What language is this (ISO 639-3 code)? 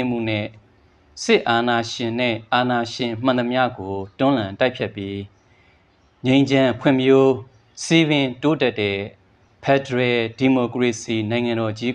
mya